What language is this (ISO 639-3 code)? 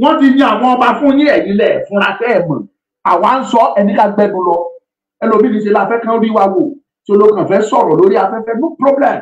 yor